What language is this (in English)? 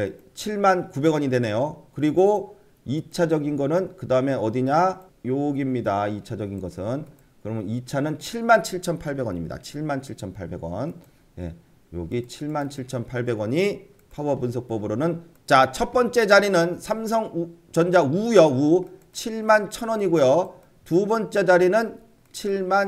Korean